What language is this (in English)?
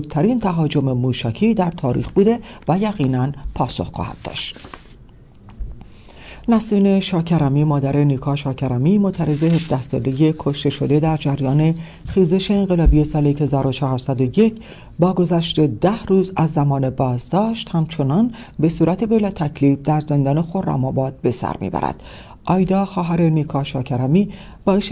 Persian